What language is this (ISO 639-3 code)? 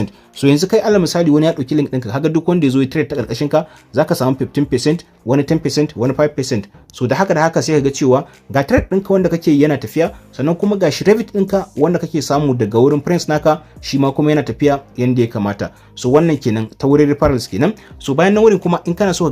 hau